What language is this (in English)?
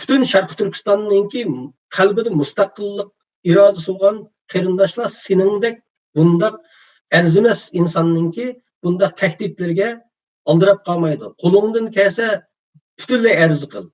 Uyghur